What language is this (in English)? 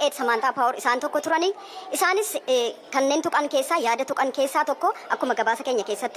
Oromo